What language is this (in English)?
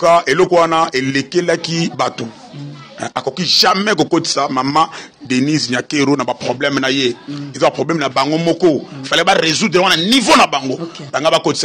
Lingala